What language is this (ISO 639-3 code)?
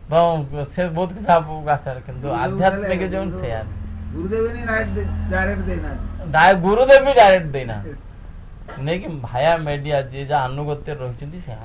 ori